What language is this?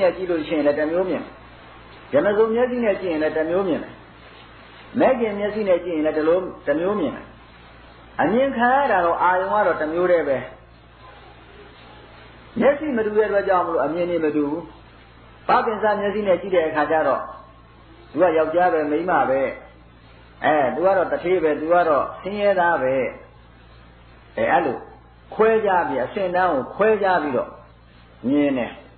Burmese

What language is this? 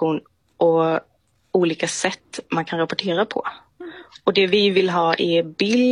Swedish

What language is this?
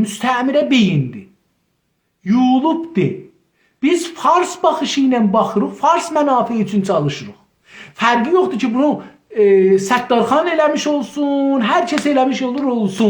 South Azerbaijani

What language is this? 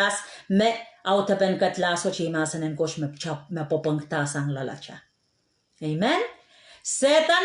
Pohnpeian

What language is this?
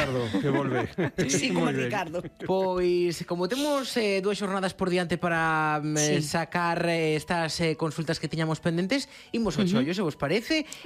Galician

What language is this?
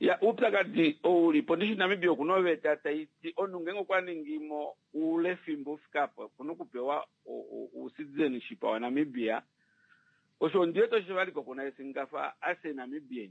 Kuanyama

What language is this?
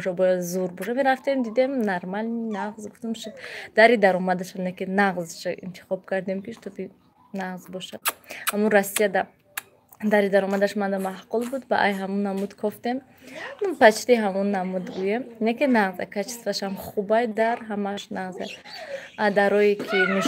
Tajik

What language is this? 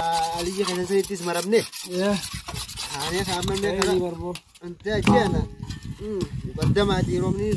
Oromo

